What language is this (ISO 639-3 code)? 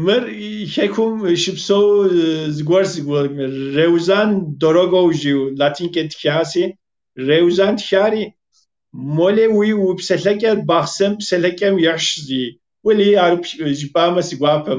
kbd